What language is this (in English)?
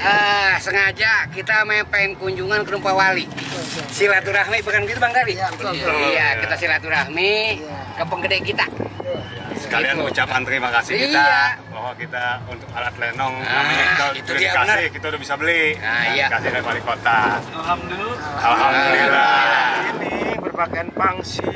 Betawi